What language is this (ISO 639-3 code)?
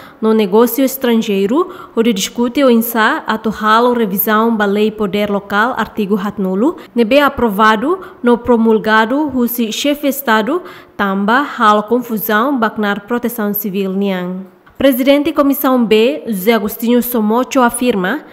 tet